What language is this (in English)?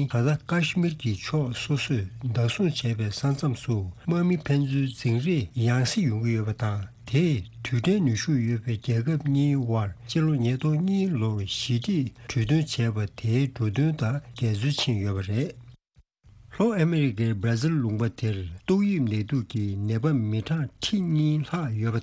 Tibetan